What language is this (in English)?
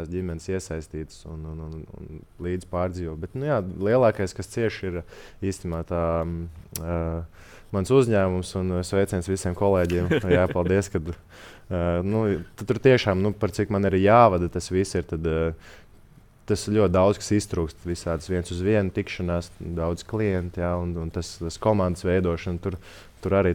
Latvian